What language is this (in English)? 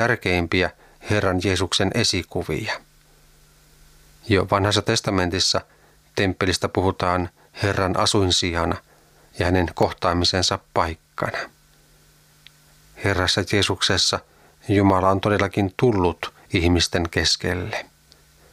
Finnish